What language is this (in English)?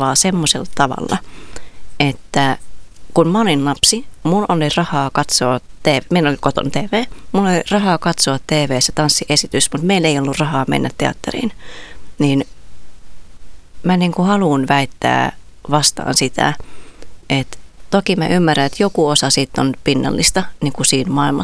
Finnish